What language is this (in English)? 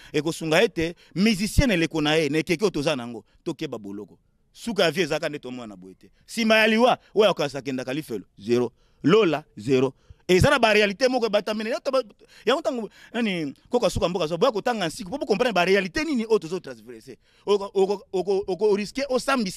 Lingala